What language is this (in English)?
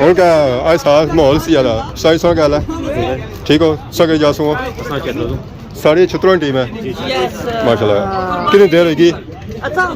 Pahari-Potwari